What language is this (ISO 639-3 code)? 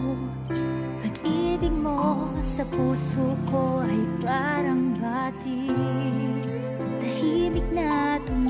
fil